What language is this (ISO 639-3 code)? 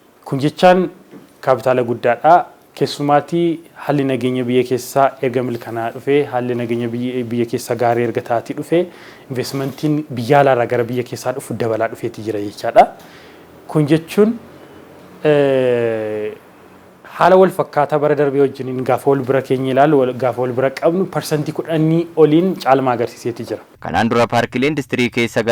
orm